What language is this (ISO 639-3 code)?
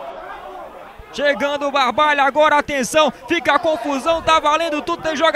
por